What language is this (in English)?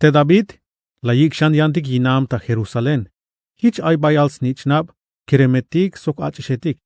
Tzeltal